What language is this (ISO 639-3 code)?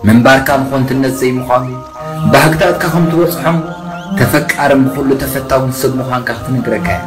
tir